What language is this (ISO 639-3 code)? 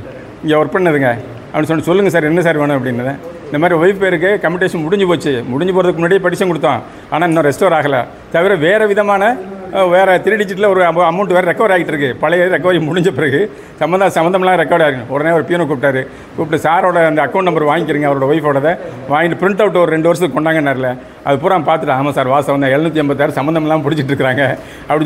tam